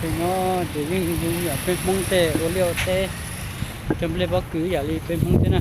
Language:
Hmong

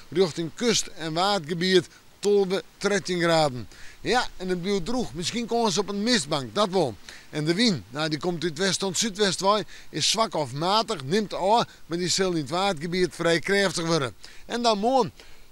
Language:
Western Frisian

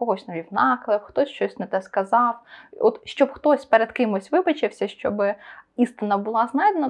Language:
Ukrainian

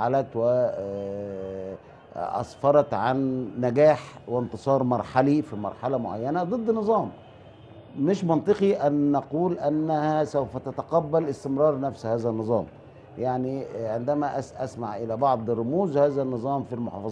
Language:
Egyptian Arabic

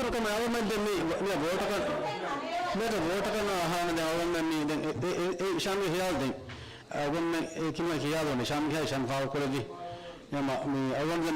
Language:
Divehi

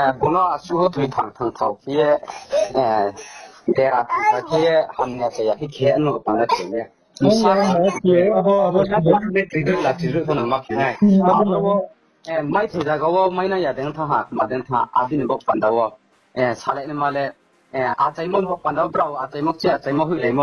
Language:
Riang (India)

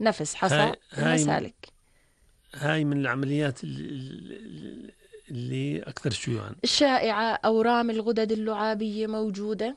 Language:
North Levantine Arabic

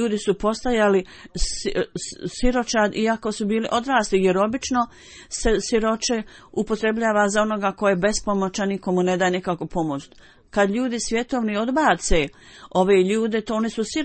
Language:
Bosnian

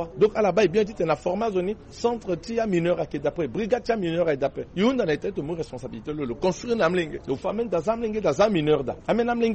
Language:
Sango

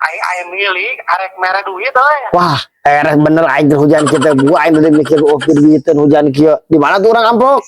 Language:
Sundanese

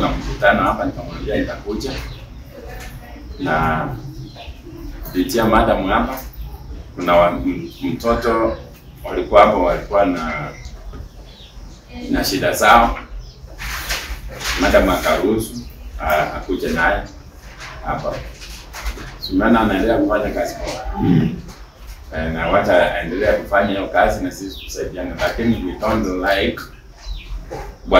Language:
Swahili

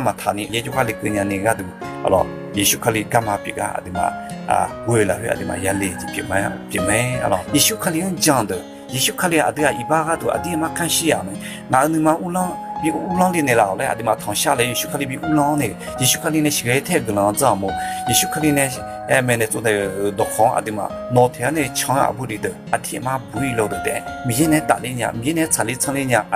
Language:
Akha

